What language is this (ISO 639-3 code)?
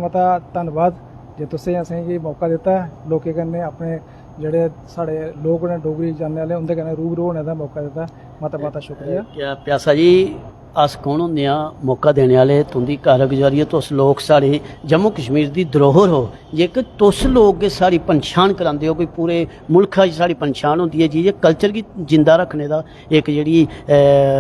doi